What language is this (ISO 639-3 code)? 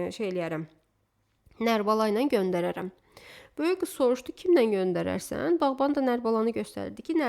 aze